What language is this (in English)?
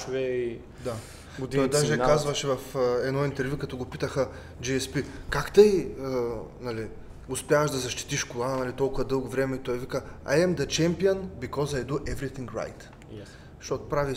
Bulgarian